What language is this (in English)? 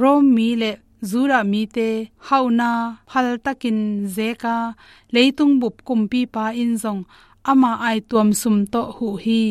Tedim Chin